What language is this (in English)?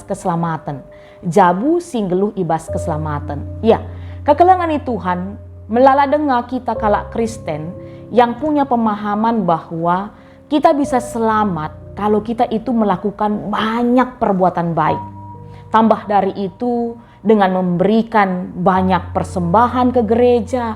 Batak Karo